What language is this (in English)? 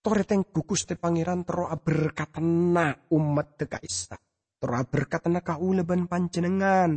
Madurese